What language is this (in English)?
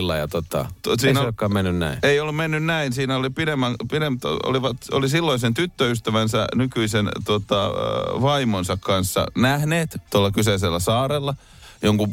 Finnish